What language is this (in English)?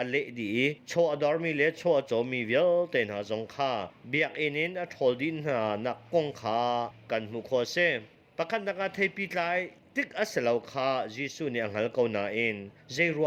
Hakha Chin